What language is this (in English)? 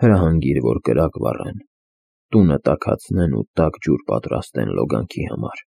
Armenian